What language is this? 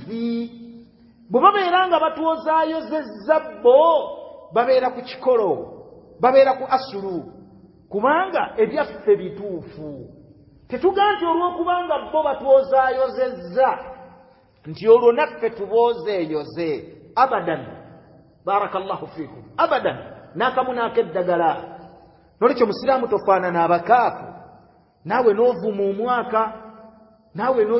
Ganda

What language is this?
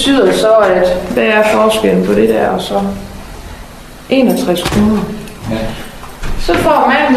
Danish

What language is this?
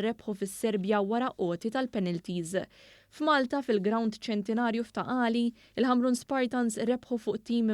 Maltese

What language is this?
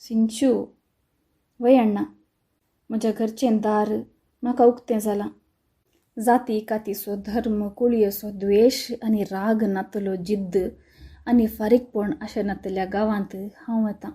Konkani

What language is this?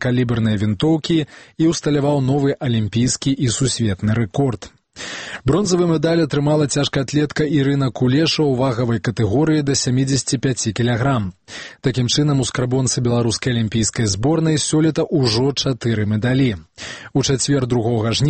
Belarusian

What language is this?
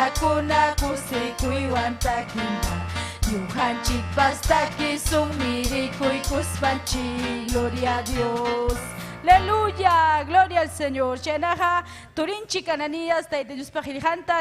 Ayacucho Quechua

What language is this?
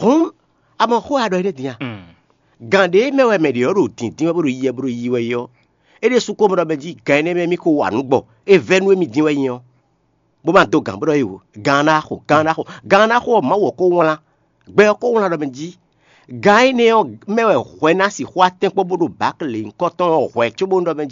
Fon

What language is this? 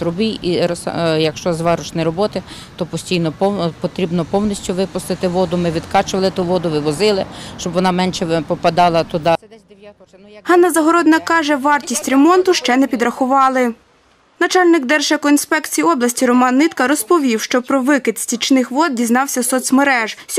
Ukrainian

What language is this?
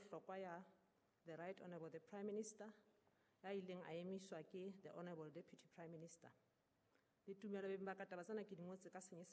Southern Sotho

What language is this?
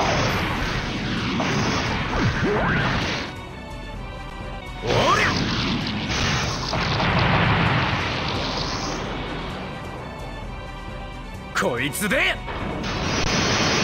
Japanese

